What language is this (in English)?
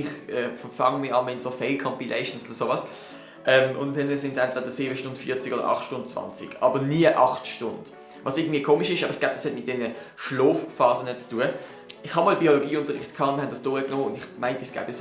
Swiss German